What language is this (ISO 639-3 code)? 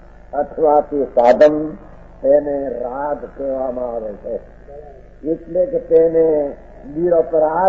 guj